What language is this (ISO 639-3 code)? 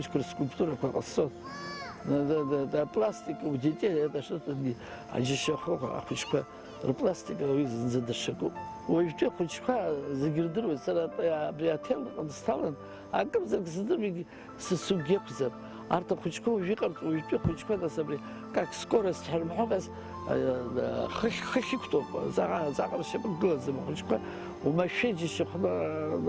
abk